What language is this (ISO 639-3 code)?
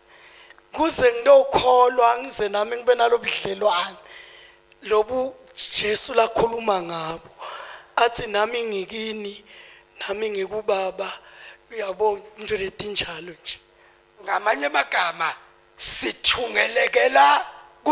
zul